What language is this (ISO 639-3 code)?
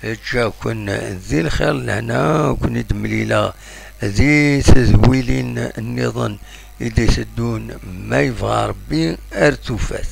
kab